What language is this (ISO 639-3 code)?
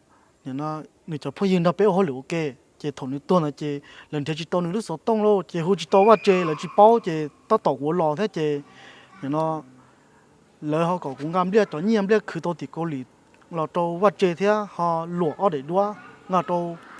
hmn